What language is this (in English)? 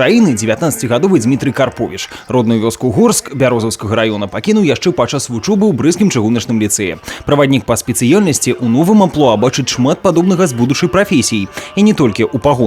Belarusian